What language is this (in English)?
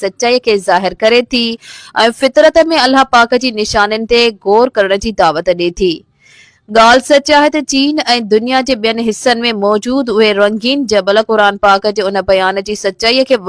Sindhi